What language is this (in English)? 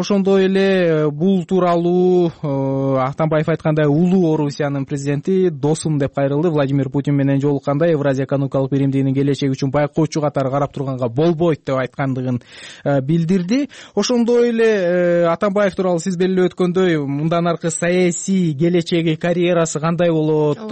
Kyrgyz